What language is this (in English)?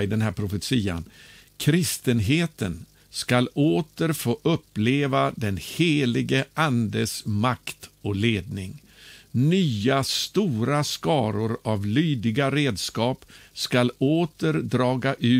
Swedish